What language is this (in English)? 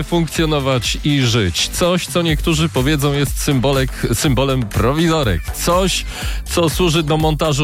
Polish